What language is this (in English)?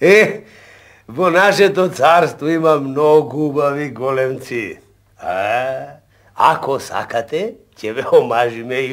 Macedonian